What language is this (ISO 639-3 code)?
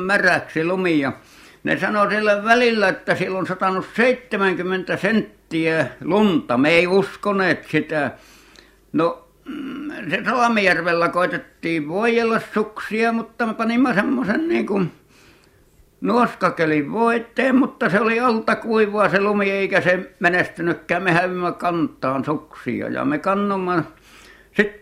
fin